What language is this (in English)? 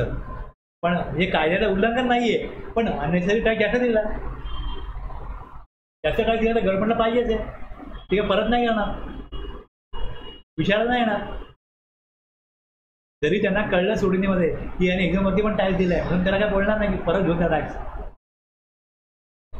Marathi